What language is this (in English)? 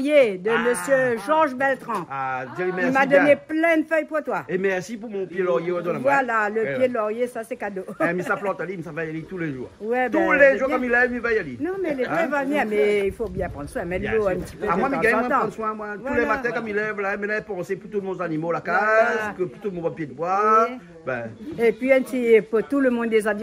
Réunion Creole French